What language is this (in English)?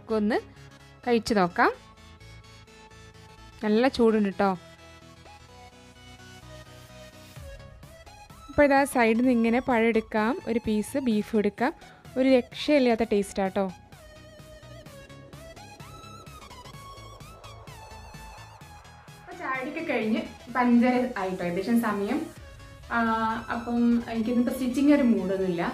Malayalam